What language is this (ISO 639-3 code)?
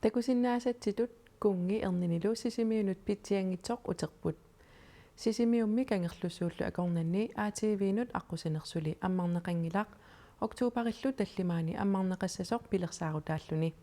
kal